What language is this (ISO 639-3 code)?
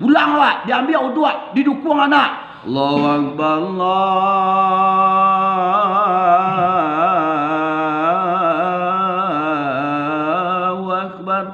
min